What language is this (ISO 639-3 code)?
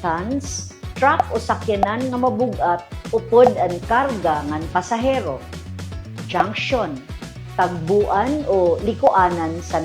war